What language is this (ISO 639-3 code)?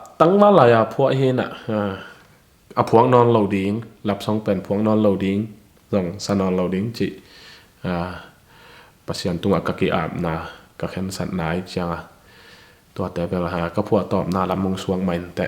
ctd